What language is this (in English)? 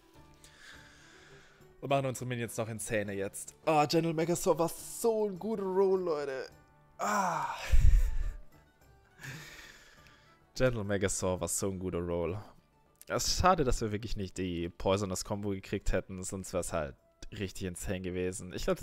German